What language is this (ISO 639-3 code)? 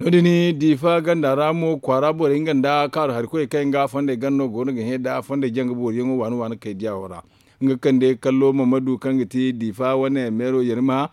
dje